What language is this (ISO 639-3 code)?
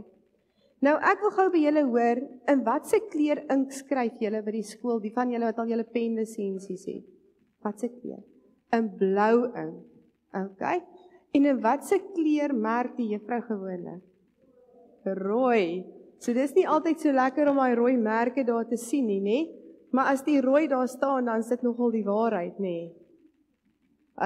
afr